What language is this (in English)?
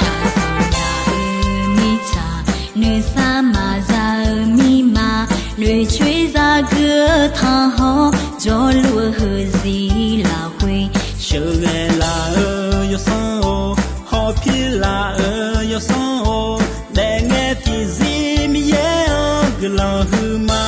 Akha